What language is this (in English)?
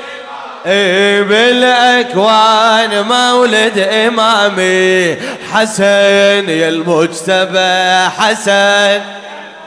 Arabic